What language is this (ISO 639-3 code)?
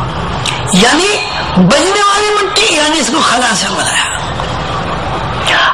urd